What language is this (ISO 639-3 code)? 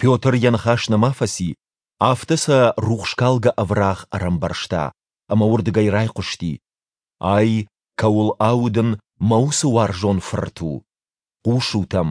oss